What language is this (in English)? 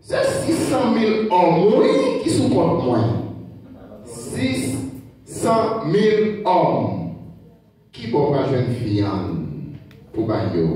Haitian Creole